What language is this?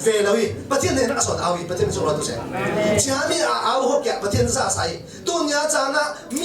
Falam Chin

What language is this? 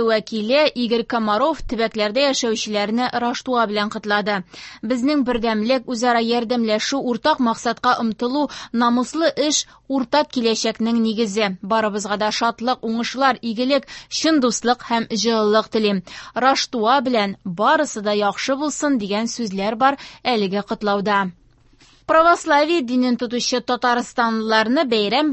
Tatar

